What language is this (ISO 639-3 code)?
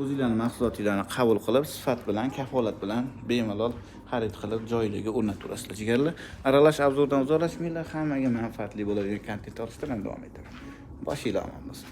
uzb